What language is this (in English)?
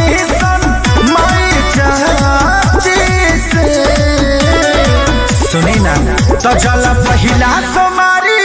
Bhojpuri